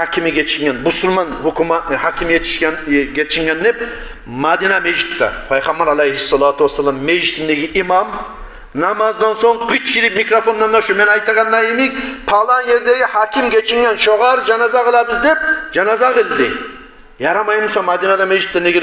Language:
Kumyk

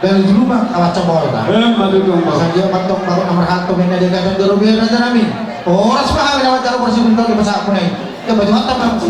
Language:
Batak Toba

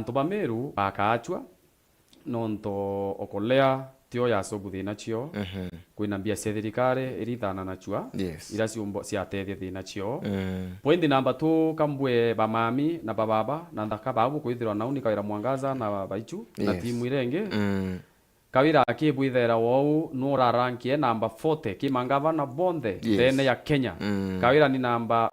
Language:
Meru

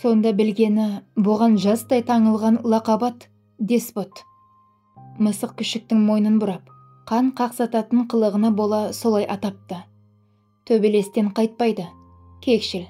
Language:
Kazakh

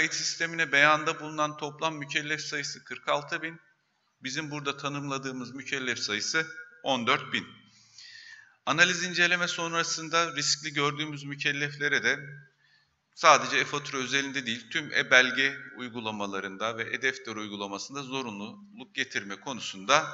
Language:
Turkish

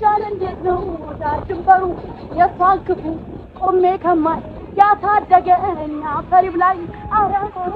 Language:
Amharic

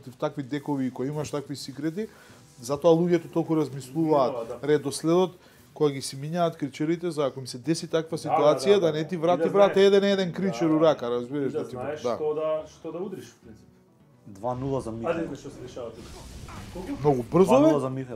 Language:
Macedonian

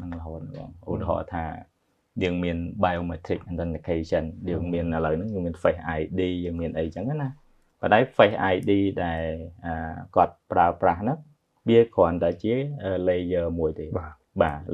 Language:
Khmer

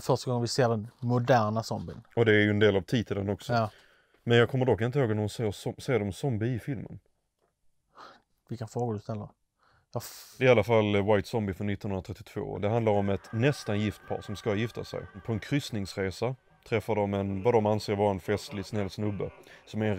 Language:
Swedish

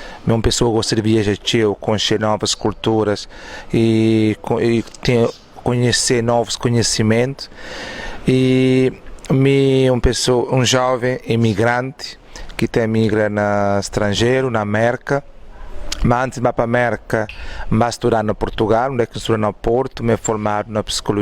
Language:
Kabuverdianu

